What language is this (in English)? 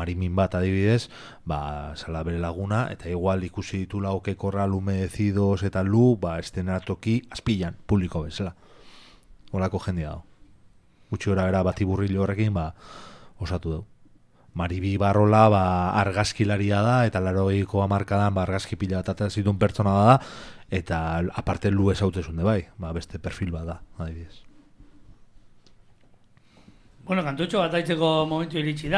Basque